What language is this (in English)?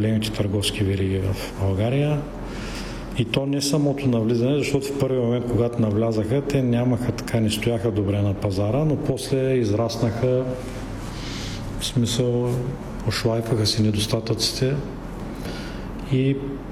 Bulgarian